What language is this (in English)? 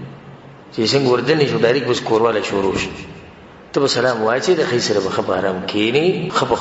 Pashto